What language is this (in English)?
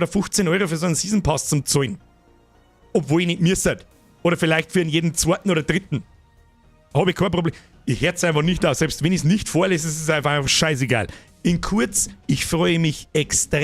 Bavarian